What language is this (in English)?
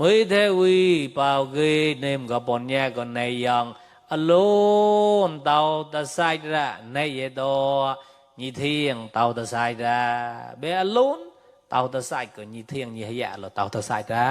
Mon